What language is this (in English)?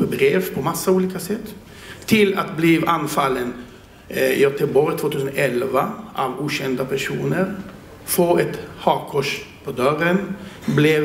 Swedish